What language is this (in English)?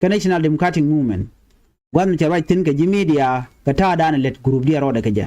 Nuer